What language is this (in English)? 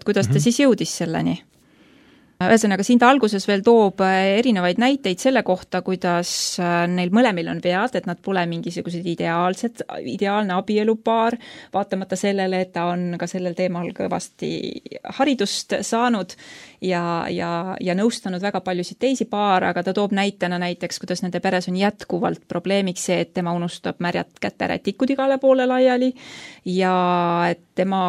Estonian